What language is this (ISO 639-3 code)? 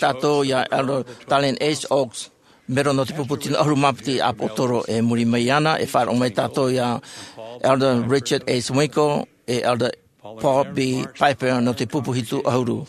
tah